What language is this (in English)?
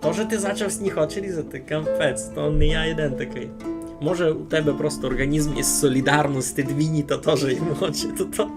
Rusyn